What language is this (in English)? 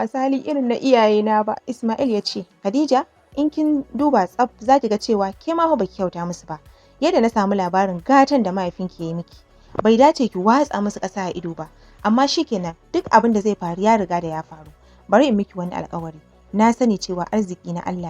Hausa